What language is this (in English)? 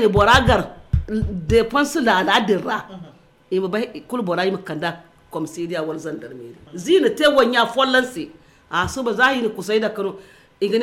Zarma